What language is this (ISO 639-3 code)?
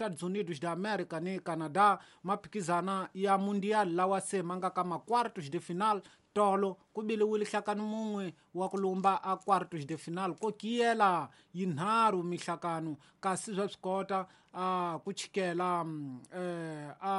tso